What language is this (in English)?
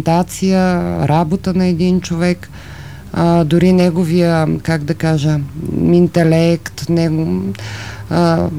Bulgarian